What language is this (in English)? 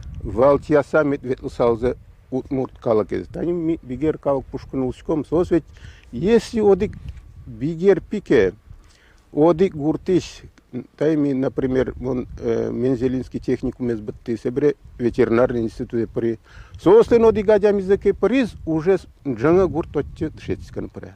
Udmurt